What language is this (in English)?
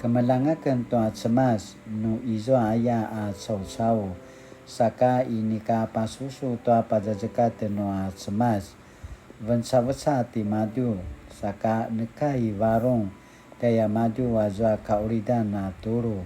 Paiwan